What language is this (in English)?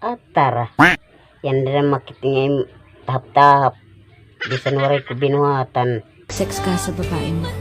Waray